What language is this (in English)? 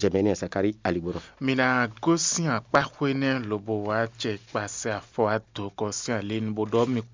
Fon